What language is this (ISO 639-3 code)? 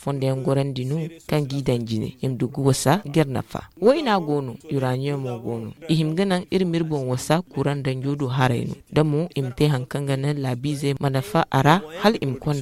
dje